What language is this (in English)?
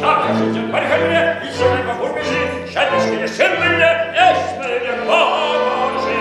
Chuvash